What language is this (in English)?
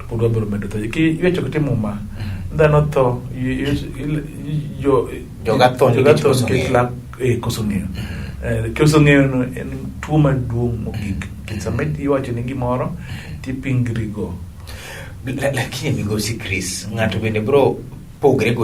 Luo (Kenya and Tanzania)